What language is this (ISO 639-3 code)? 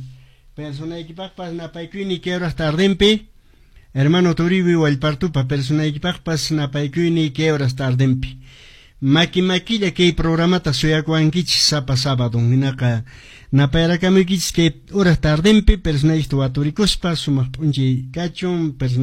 que